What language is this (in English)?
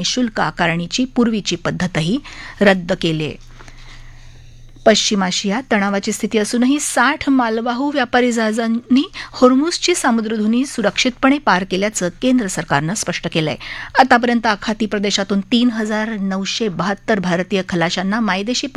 Marathi